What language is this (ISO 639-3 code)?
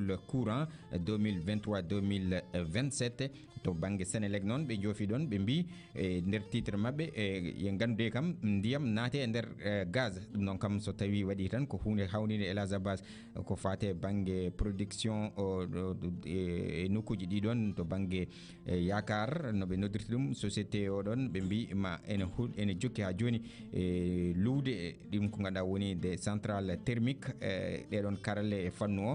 ful